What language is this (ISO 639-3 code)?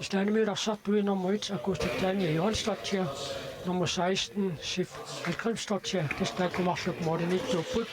kal